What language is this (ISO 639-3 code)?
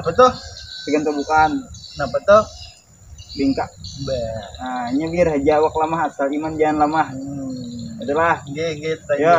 bjn